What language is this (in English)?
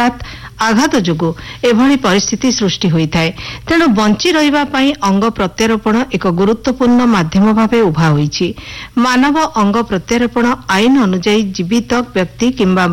Odia